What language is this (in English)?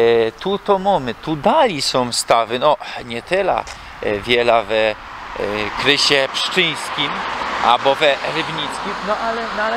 Silesian